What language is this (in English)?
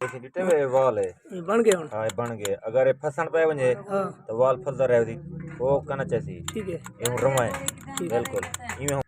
Saraiki